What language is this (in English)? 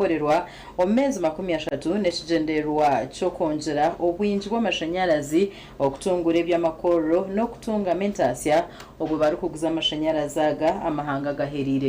Nyankole